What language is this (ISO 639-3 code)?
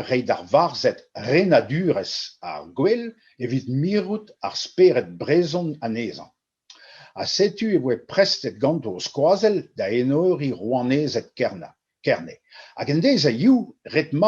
bre